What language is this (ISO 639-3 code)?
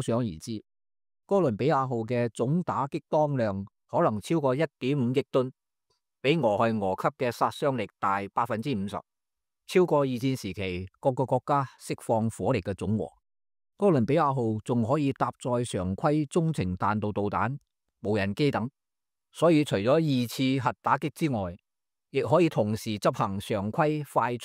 yue